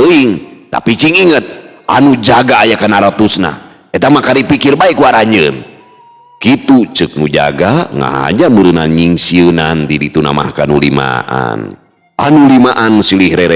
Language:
Sundanese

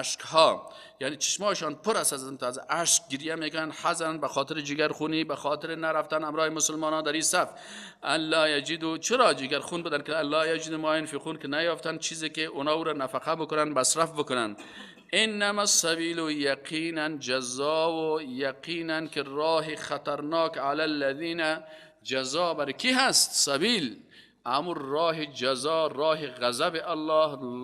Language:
Persian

